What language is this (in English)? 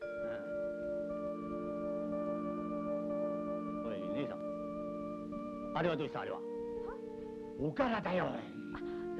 Japanese